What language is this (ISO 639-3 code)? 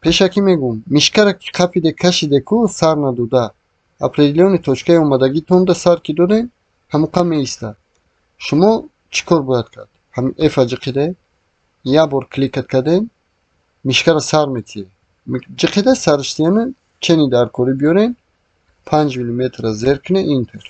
tgk